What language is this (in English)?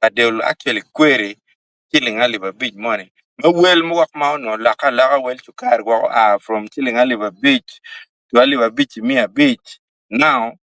Acoli